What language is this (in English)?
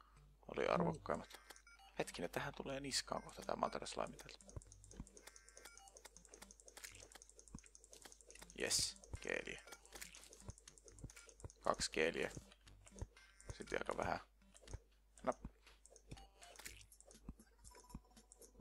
Finnish